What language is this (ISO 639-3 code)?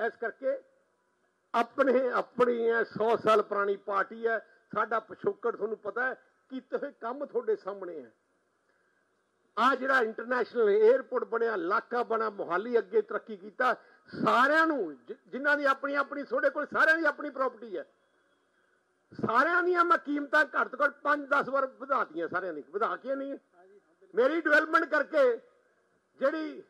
pan